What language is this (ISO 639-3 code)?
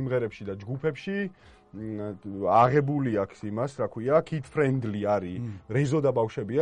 kat